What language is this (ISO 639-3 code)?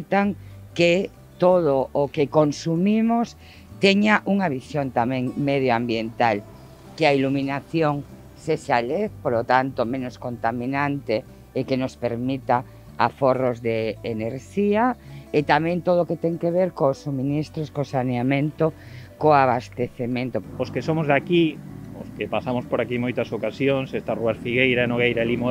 glg